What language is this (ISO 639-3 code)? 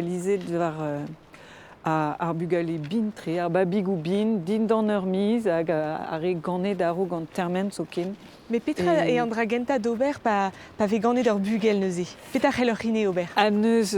bre